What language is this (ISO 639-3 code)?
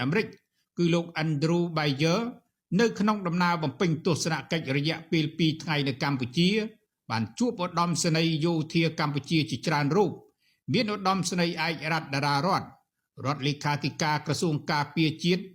khm